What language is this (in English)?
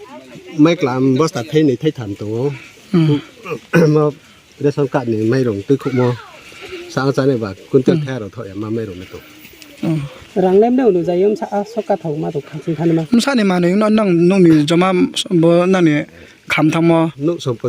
Riang (India)